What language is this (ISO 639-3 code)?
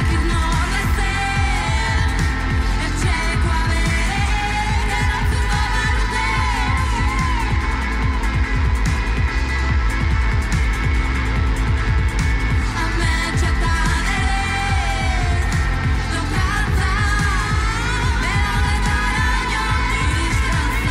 eus